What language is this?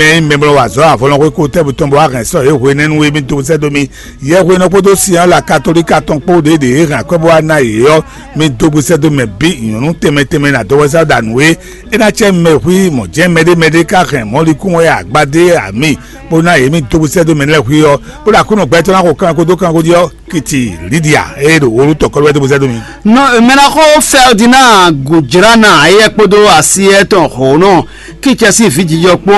Fon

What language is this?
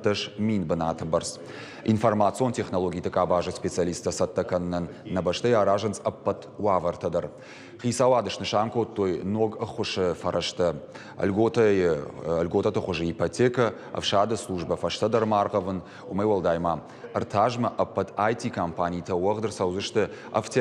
Ossetic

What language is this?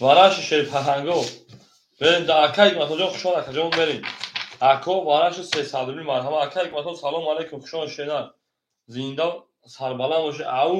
Tajik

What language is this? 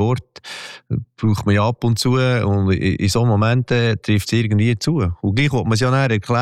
German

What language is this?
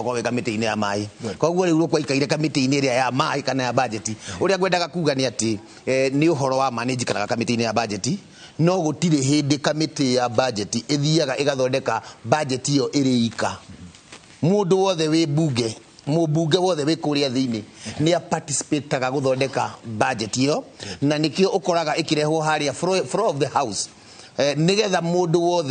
Kikuyu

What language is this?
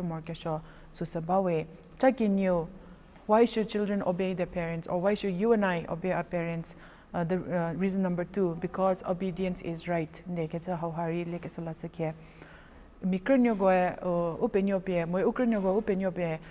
Angami Naga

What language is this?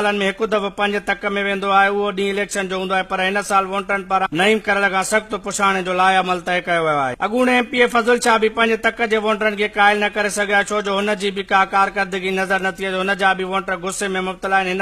Sindhi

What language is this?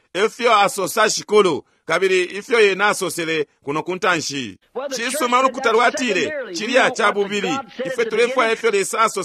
Bemba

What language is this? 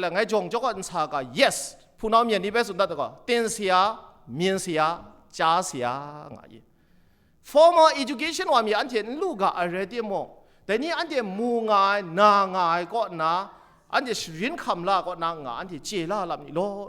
Kachin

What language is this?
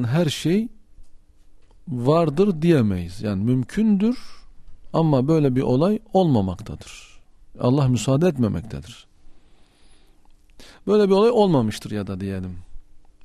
Turkish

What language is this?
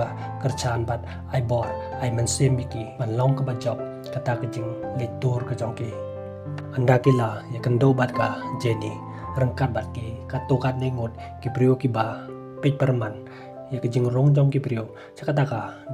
Khasi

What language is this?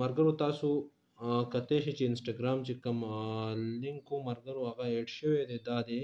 Pashto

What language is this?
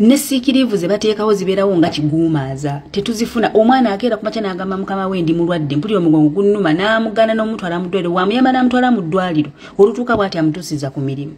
Ganda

